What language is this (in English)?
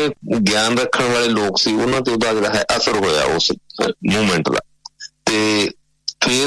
Punjabi